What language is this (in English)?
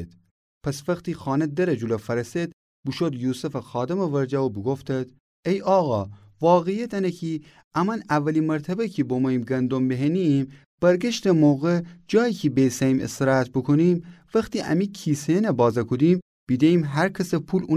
Gilaki